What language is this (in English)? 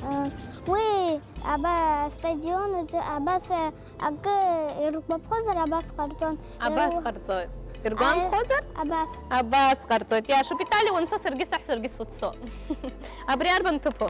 Abkhazian